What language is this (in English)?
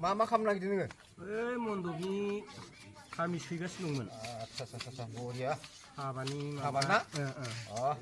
Bodo